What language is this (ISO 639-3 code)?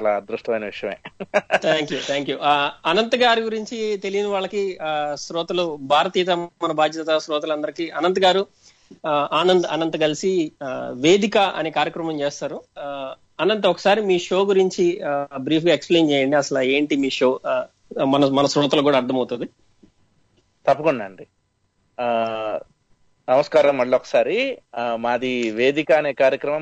tel